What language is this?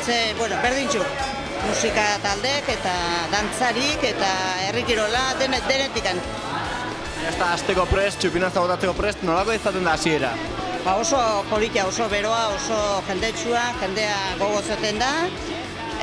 Basque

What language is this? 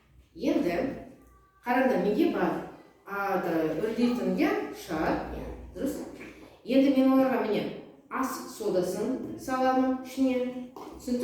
Kazakh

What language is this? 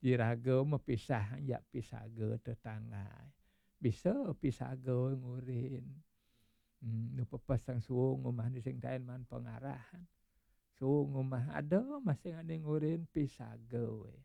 Balinese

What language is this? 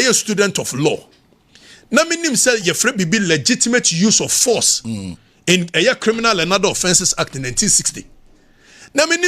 Akan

